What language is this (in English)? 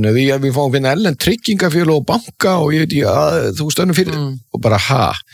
Icelandic